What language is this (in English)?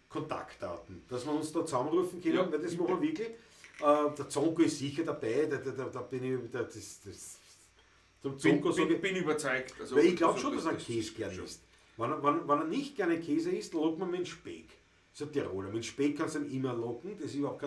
Bavarian